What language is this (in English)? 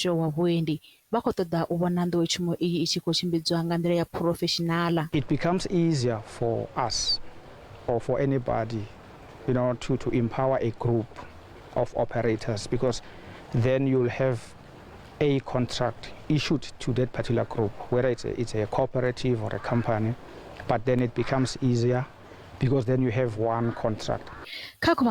Venda